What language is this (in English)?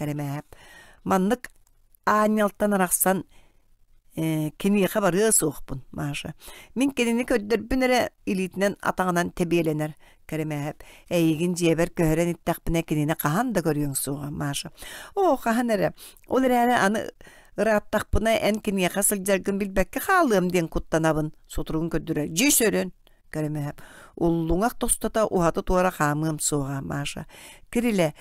Yakut